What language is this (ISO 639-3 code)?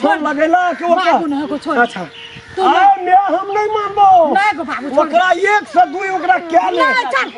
mai